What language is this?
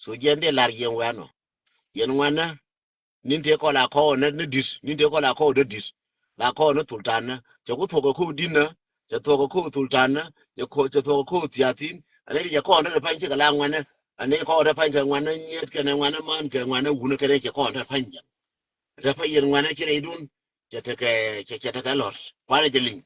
Nuer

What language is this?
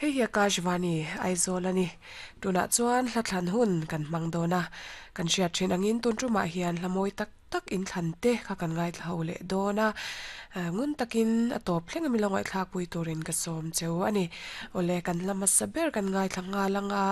Mizo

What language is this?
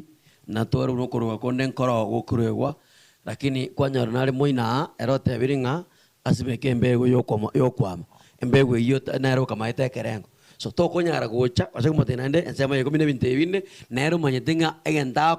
Gusii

